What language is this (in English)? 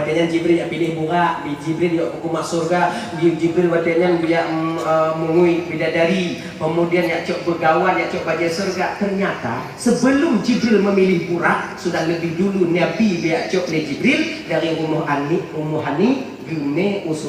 Achinese